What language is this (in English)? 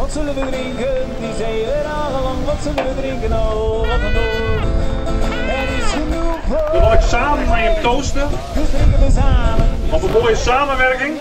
Western Frisian